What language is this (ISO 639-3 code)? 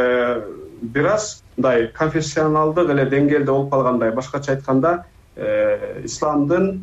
kir